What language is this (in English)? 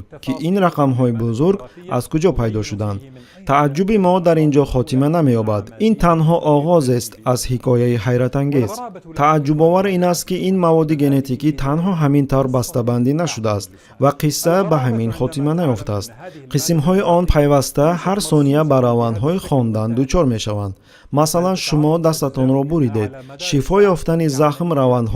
Tajik